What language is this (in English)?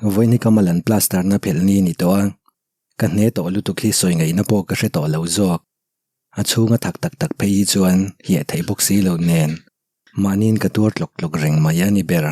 Mizo